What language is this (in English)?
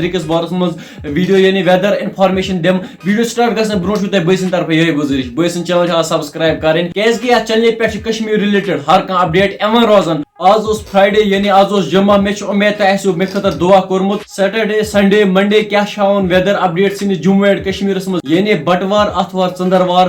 Kashmiri